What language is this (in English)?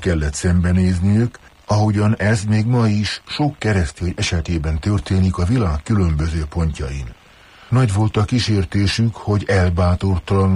Hungarian